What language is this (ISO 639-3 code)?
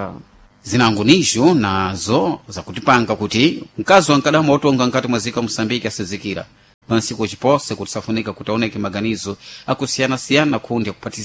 seh